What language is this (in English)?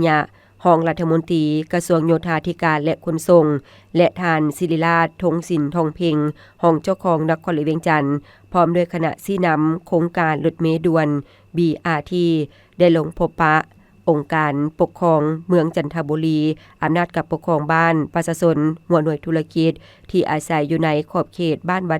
Lao